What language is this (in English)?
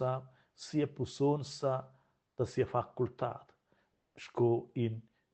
Romansh